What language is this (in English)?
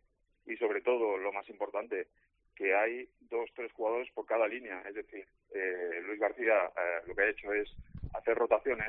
Spanish